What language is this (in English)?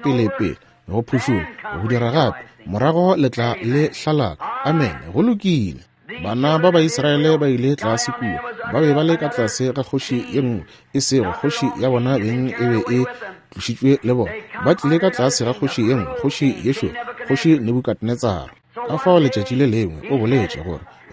Northern Sotho